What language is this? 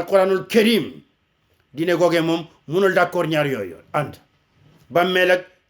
Wolof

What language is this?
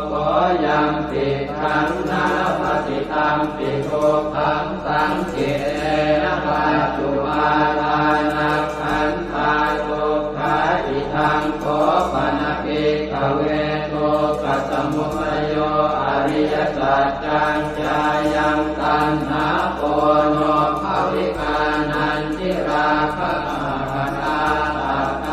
Pali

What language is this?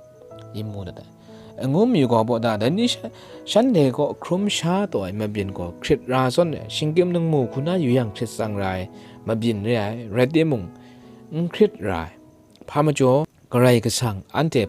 Kachin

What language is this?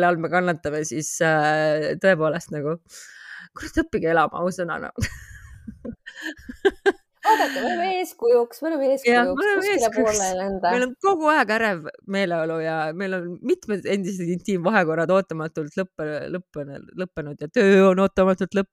Estonian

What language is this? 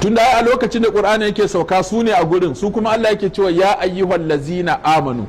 Hausa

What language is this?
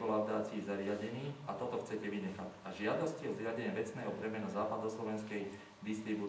Slovak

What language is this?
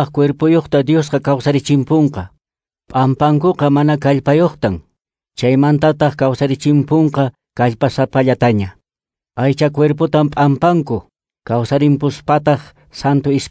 Quechua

